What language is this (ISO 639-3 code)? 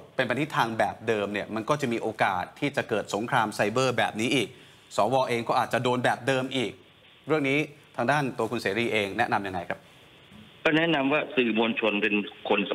tha